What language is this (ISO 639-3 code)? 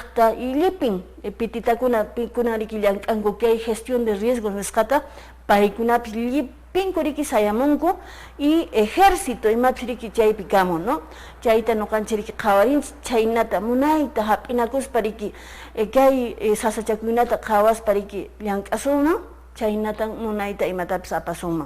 que